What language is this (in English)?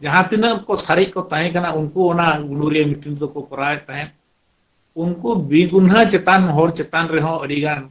Santali